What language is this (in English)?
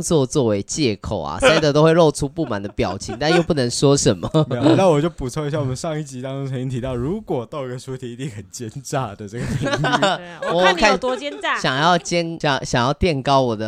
Chinese